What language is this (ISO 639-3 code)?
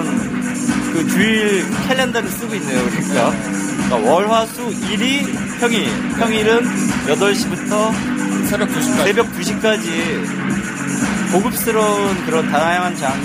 kor